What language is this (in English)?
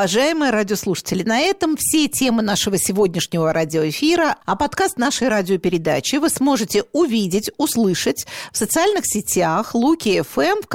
Russian